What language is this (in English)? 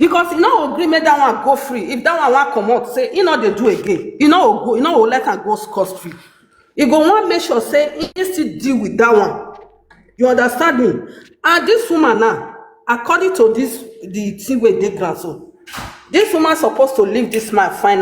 Nigerian Pidgin